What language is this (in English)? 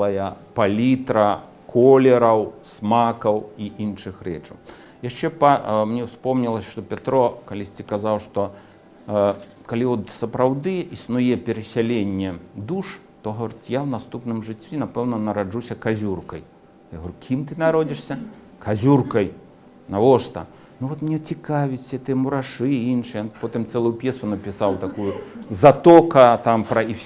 Belarusian